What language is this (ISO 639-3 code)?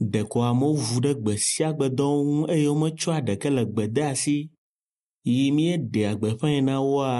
ewe